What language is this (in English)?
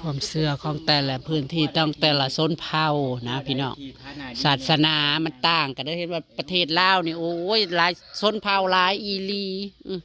Northeastern Thai